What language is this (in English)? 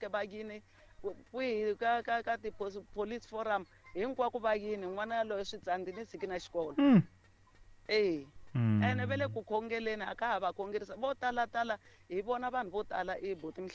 Tsonga